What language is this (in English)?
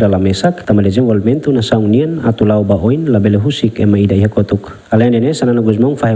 Tetum